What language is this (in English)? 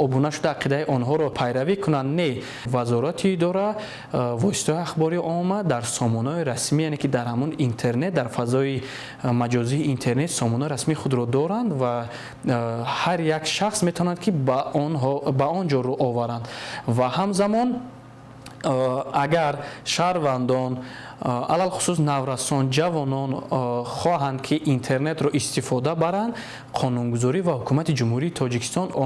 Tajik